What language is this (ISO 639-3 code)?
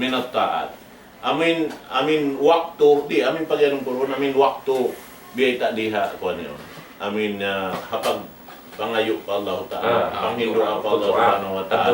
tsg